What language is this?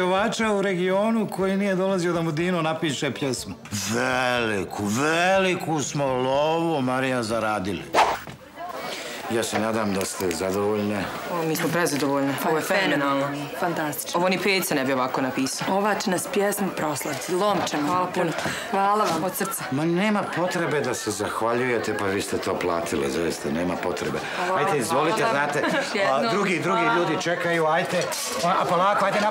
Bosnian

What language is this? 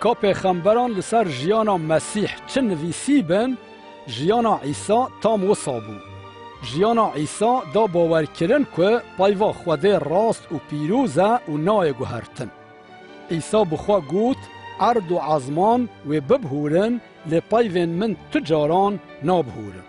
Kurdish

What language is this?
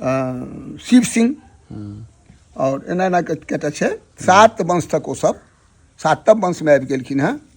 Maithili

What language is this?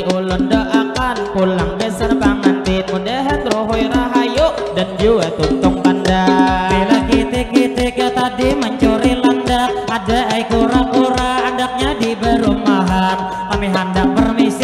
Banjar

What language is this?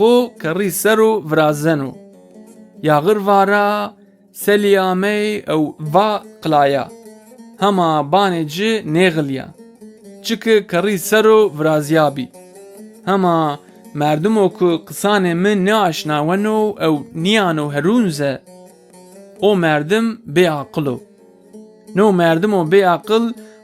Zaza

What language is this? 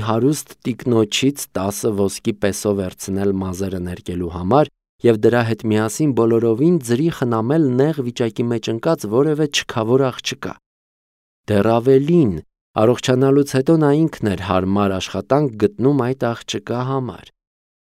Armenian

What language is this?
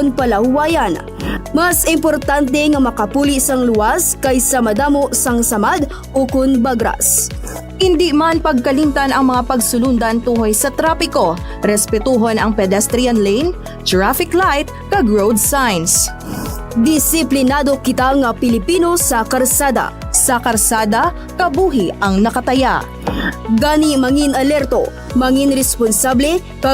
Hiligaynon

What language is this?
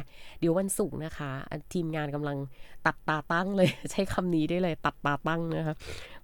Thai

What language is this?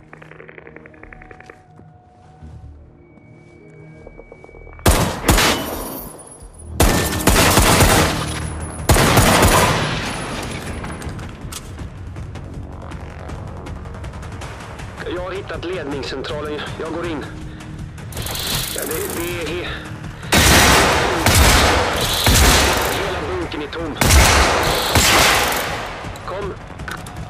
Swedish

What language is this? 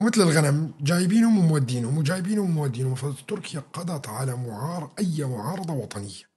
North Levantine Arabic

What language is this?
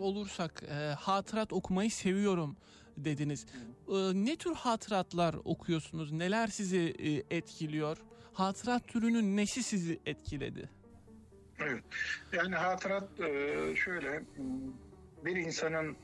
Turkish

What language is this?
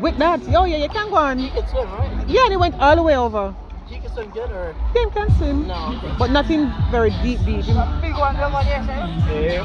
Jamaican Creole English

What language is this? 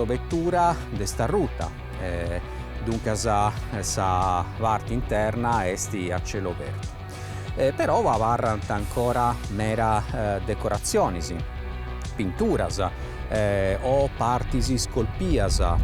Sardinian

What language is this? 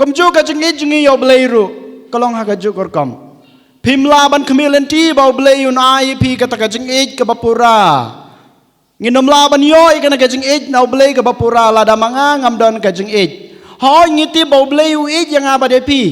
Khasi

